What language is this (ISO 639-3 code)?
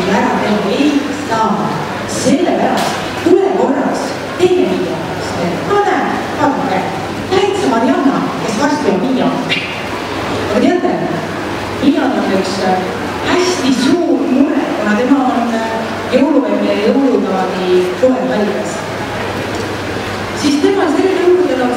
est